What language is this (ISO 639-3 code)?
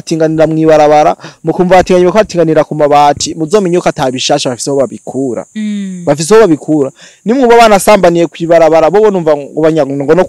run